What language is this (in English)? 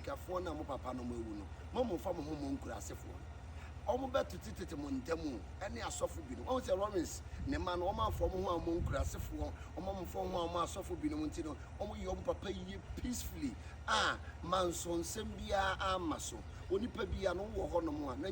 Akan